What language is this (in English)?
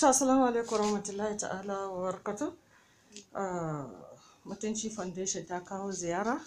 Hausa